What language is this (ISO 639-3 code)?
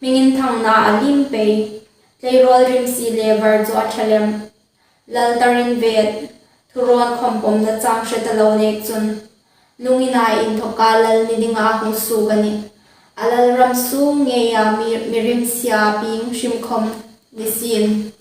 hmr